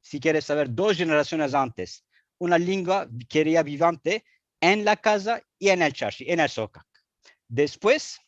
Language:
Ladino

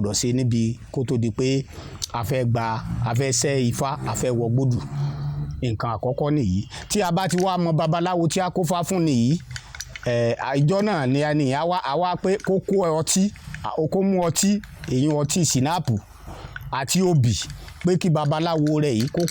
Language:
Yoruba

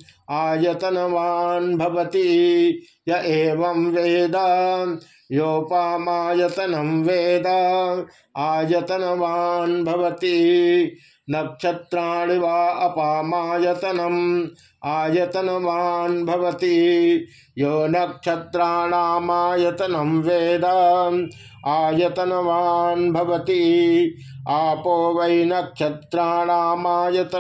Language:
Sanskrit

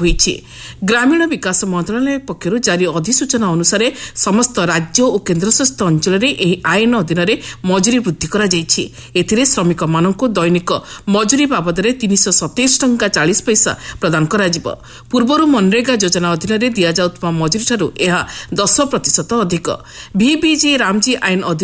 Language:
Odia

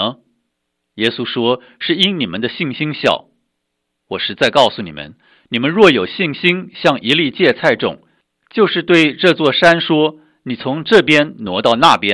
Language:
Chinese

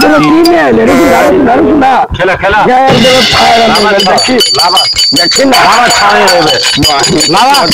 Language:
Maithili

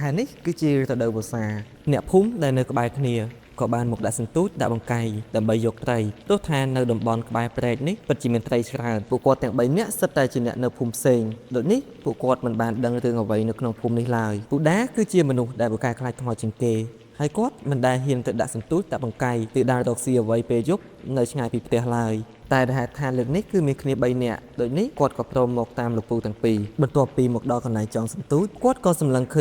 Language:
Khmer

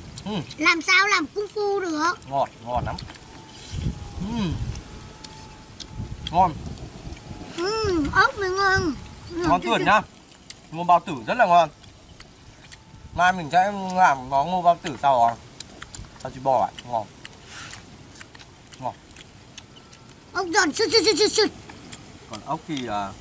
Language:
Vietnamese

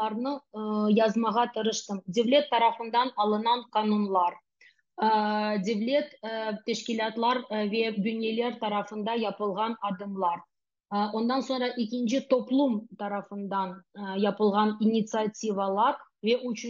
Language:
Crimean Tatar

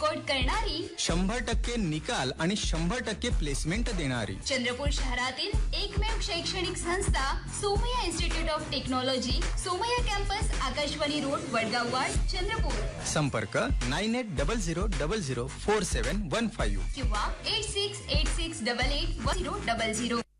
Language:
Marathi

